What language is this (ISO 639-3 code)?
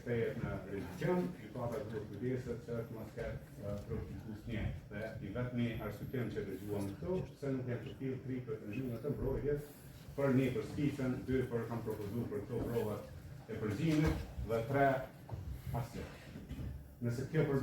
sqi